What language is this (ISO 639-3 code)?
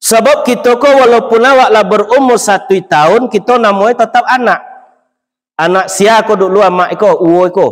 min